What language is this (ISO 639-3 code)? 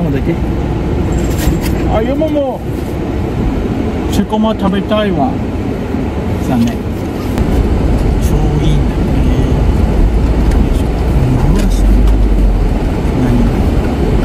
jpn